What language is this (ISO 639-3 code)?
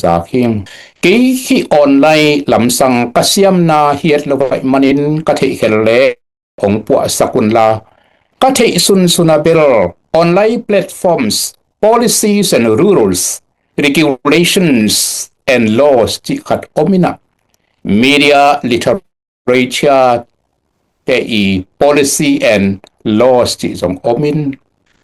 ctd